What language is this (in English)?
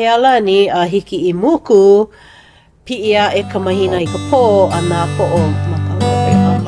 Hawaiian